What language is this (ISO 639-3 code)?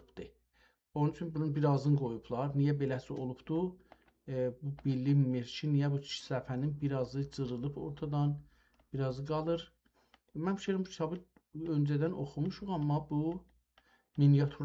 azb